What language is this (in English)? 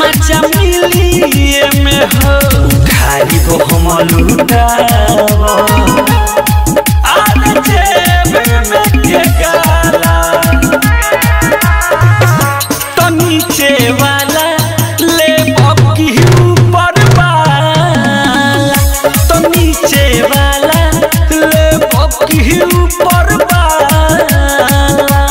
Bhojpuri